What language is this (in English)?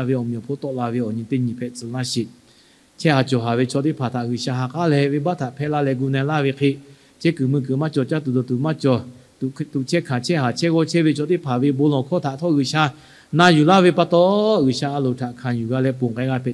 Lahu